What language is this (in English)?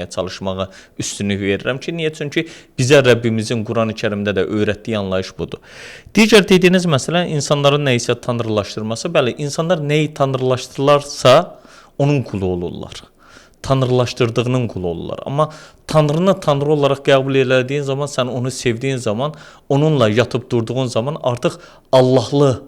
Azerbaijani